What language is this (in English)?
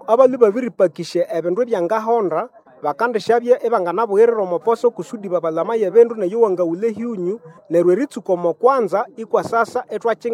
Nande